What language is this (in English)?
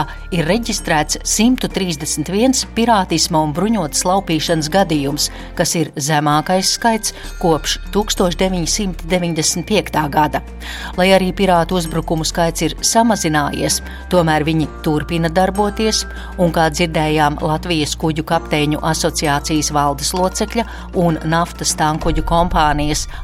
Latvian